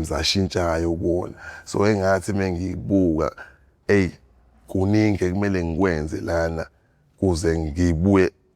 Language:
Zulu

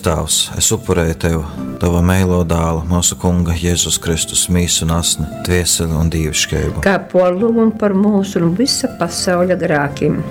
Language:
Latgalian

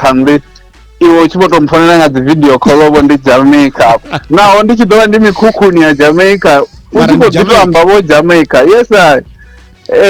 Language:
Venda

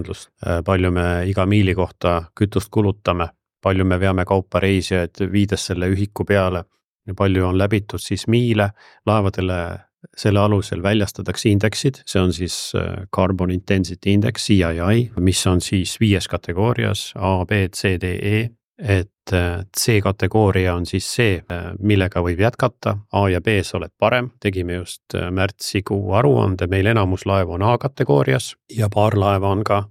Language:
Estonian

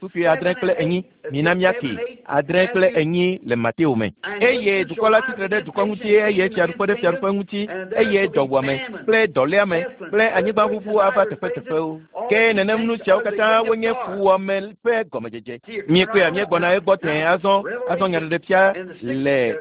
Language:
Ewe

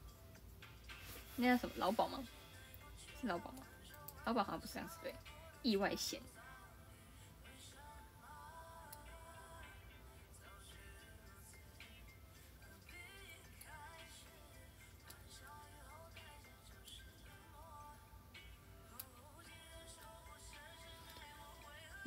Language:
Chinese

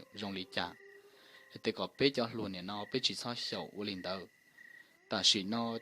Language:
Hmong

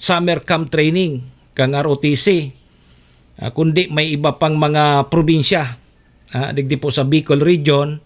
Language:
Bikol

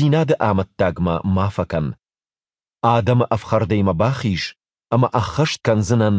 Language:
Ossetic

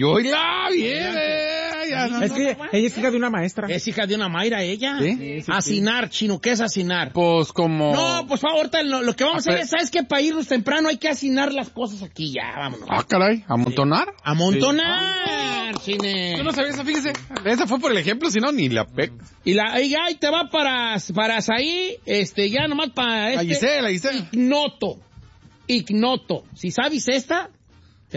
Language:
Spanish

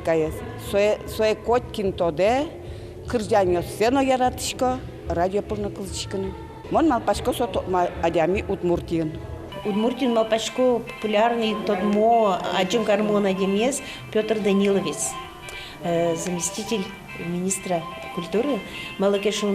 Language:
Udmurt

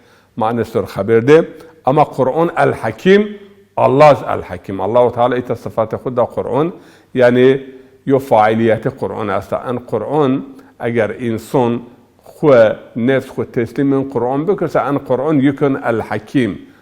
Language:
Zaza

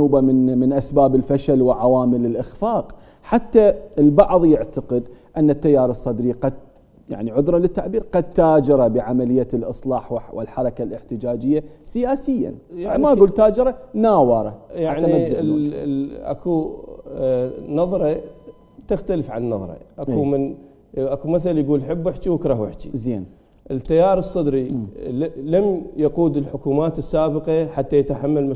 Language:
Mesopotamian Arabic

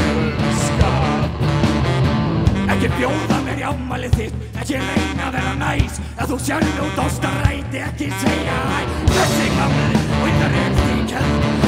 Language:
Icelandic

